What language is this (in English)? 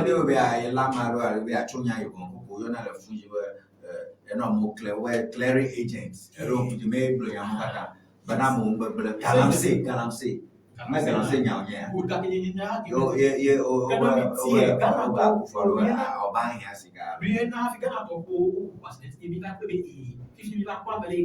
Ewe